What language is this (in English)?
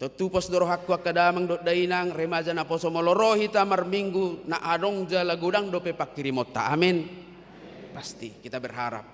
Batak Toba